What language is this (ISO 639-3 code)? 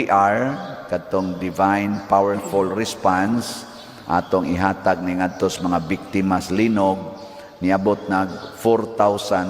ceb